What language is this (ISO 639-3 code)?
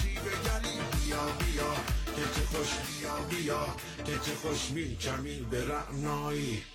fas